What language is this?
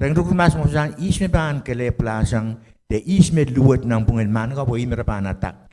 Pohnpeian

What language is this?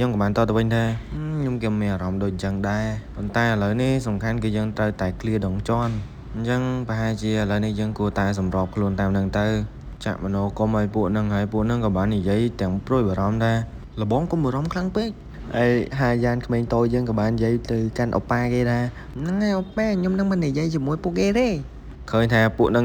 Khmer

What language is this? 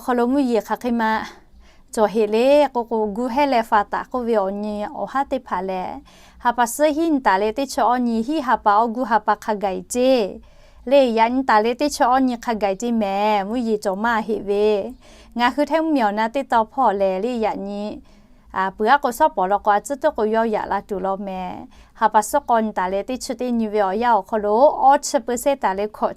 Lahu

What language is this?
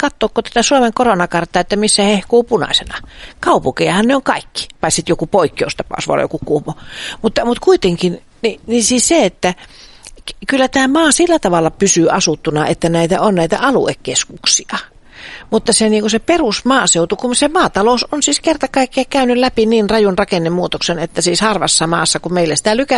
Finnish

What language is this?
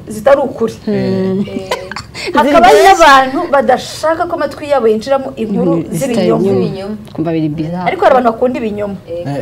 Kinyarwanda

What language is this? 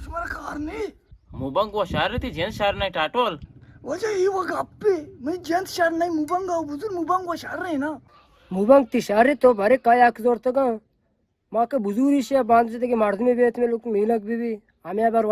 Eastern Balochi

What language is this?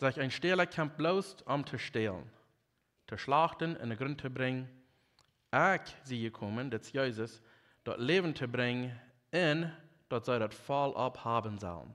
Plautdietsch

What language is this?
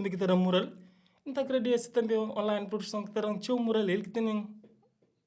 Kabuverdianu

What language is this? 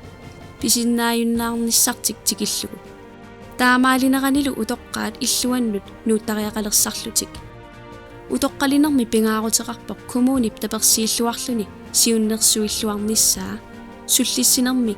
Kalaallisut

